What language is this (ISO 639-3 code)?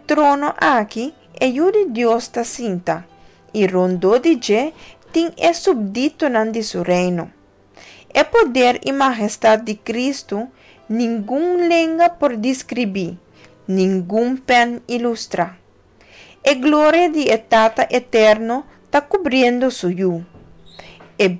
pap